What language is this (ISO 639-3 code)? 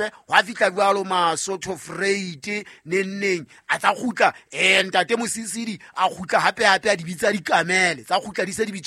sot